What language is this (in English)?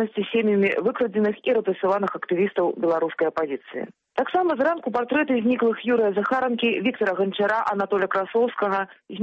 Belarusian